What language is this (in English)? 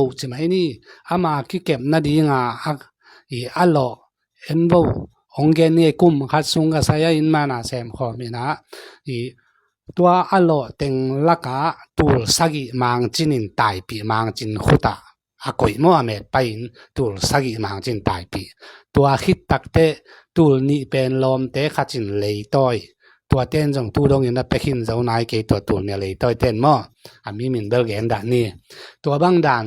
Tedim Chin